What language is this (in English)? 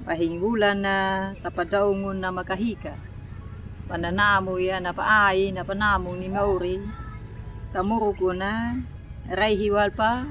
Anakalangu